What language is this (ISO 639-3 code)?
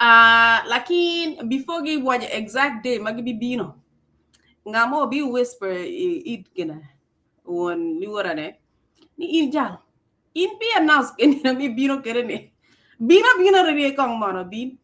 ach